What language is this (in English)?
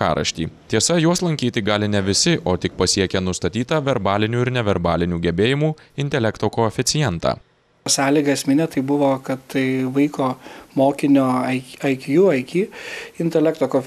Lithuanian